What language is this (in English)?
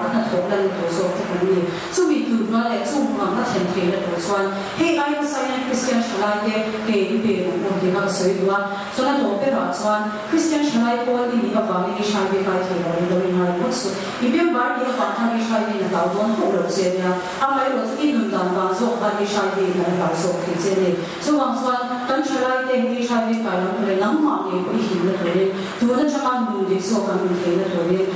Mizo